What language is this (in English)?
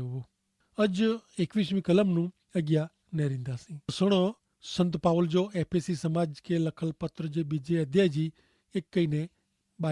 Kachhi